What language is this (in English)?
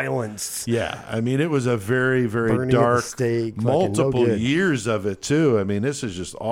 English